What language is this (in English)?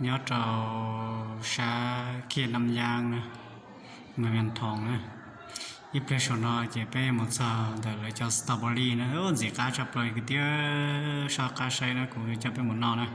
Hmong